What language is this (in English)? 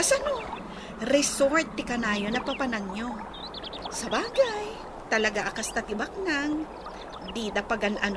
Iloko